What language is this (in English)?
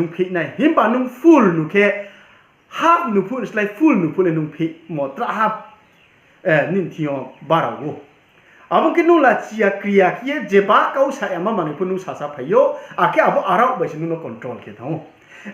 Riang (India)